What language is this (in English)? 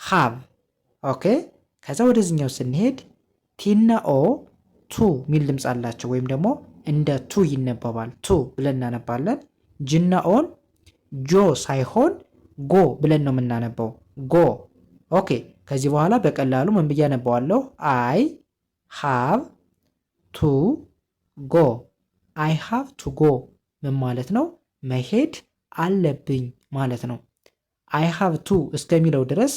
Amharic